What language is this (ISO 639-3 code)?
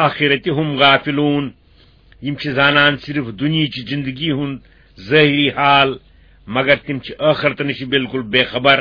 kas